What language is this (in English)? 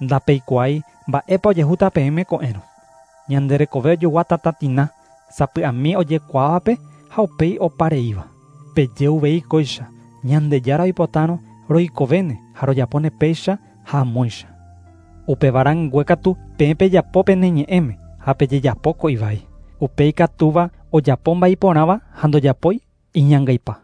Guarani